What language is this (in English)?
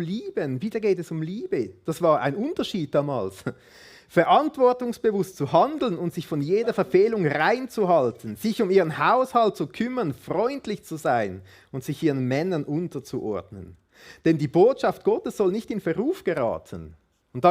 Swiss German